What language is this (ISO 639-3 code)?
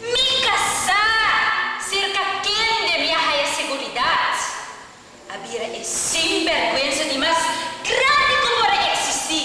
pap